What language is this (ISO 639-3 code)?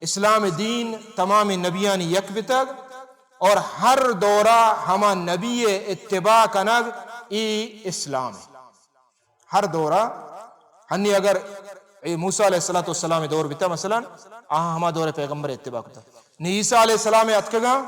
bal